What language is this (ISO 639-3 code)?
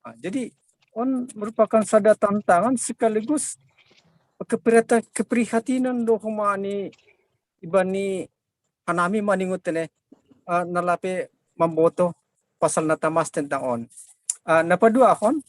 bts